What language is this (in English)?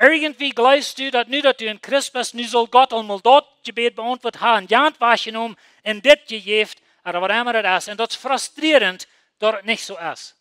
Plautdietsch